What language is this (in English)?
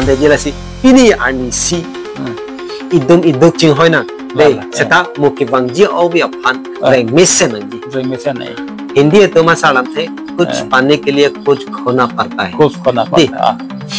Karbi